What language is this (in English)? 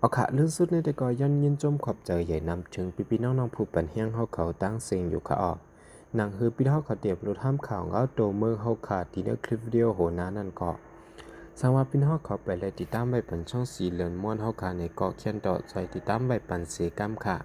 Shan